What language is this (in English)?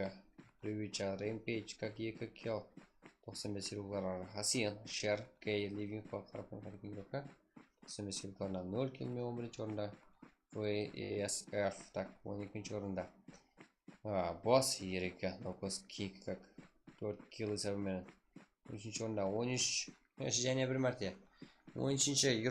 Kara-Kalpak